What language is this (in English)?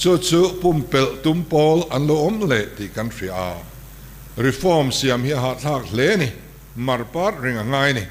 Mizo